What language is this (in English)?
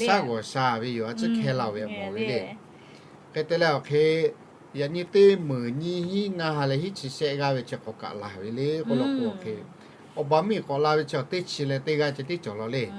Lahu